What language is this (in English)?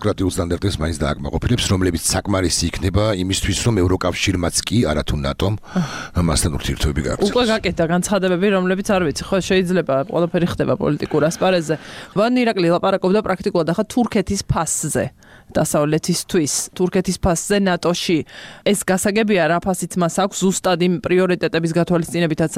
Georgian